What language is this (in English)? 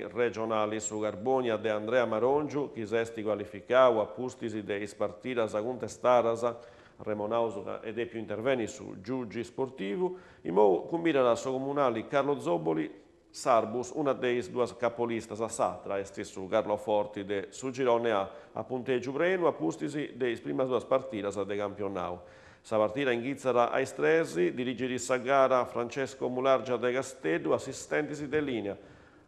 Sardinian